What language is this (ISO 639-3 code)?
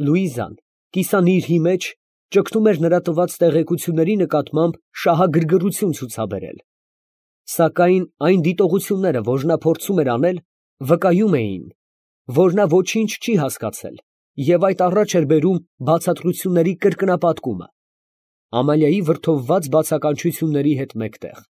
hye